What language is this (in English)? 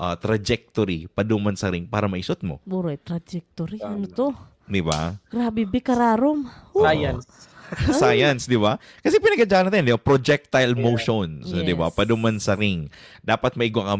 Bikol